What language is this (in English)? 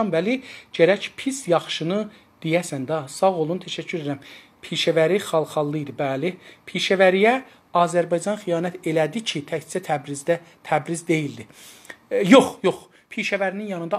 South Azerbaijani